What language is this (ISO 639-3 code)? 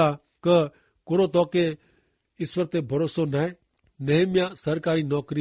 kfr